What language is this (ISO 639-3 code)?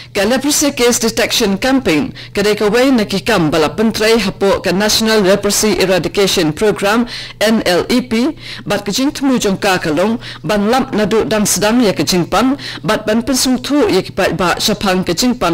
kha